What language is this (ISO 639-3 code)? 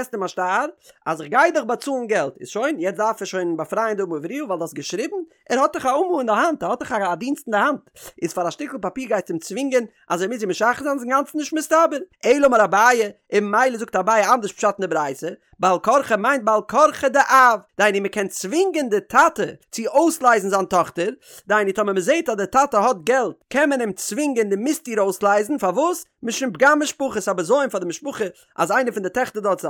yid